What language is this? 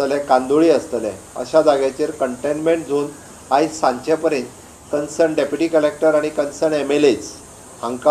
Konkani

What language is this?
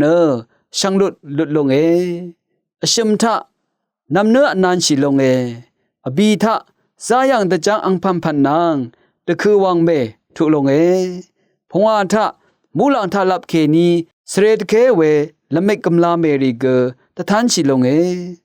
Rawang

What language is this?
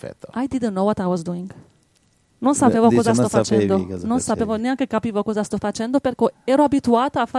Italian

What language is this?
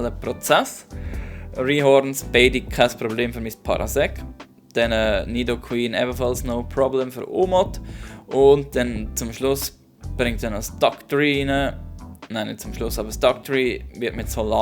Swiss German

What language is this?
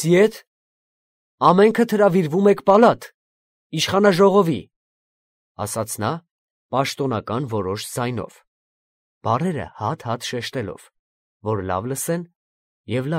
Armenian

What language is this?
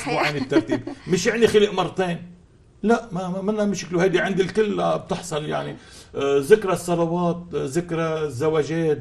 North Levantine Arabic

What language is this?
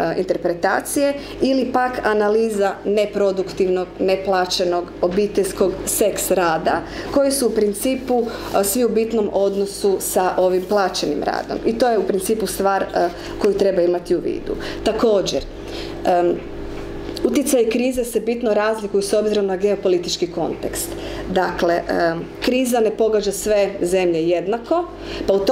Croatian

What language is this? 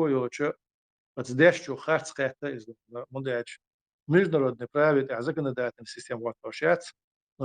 Chechen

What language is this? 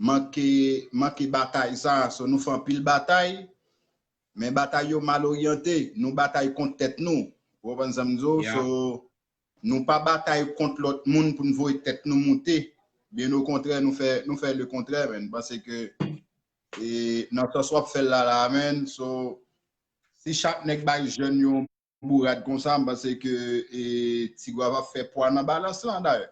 Haitian Creole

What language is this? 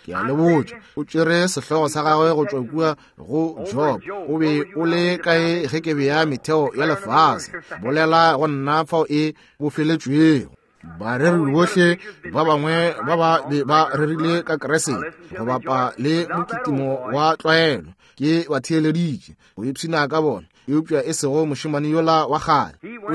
Northern Sotho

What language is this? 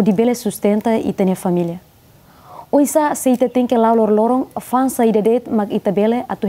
Tetum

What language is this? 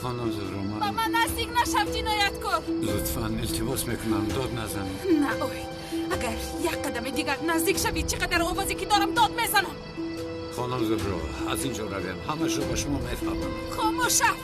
Tajik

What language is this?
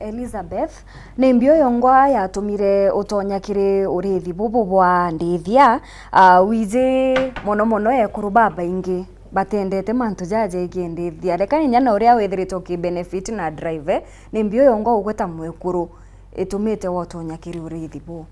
Meru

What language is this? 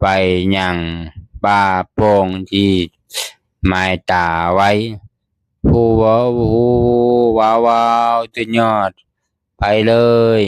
Lao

